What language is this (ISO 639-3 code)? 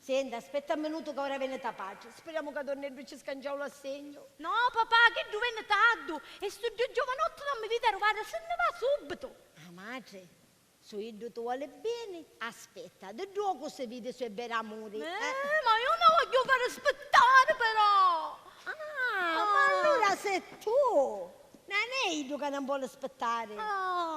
scn